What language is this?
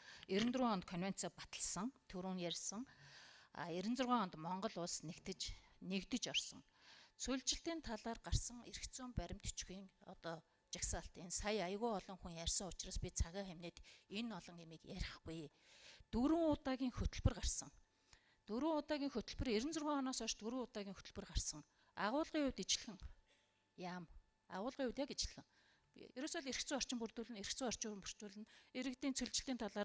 Mongolian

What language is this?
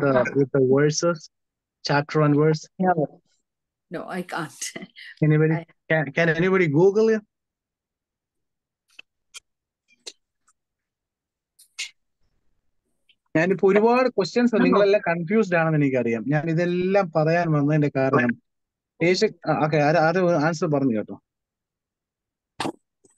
Malayalam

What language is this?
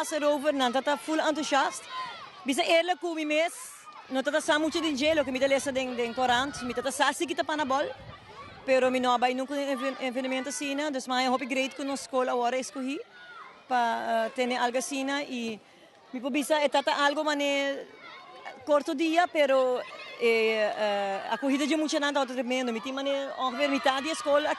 Papiamento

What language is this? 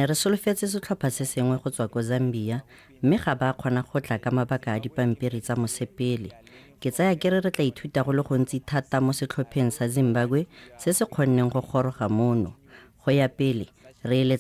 Tswana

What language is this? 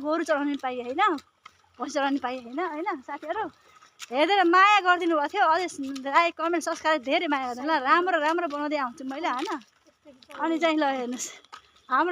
Nepali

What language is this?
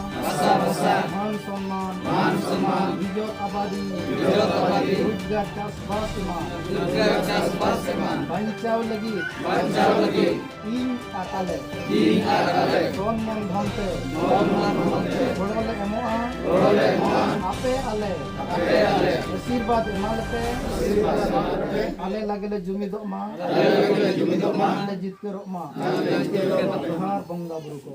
Santali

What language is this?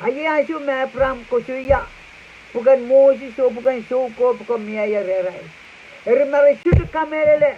Pohnpeian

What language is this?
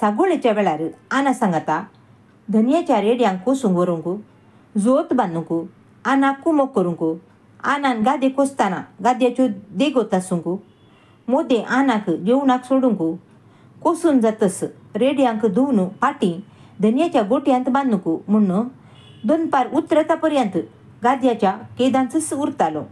Konkani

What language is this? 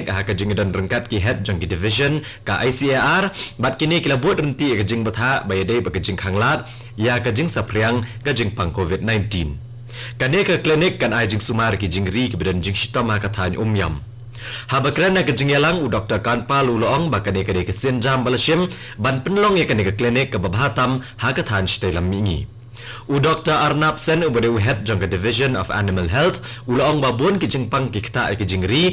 Khasi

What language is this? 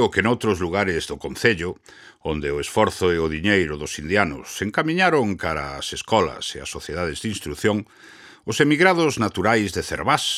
Galician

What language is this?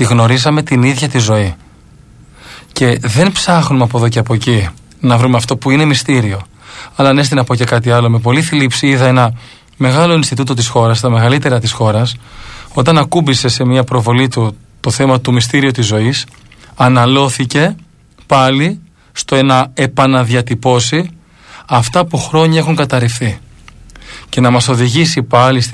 Greek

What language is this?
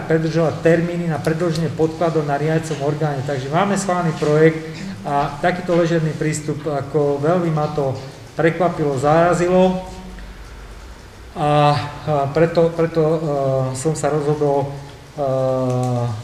Slovak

